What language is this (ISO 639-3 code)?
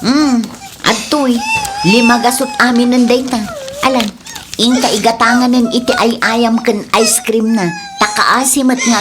ilo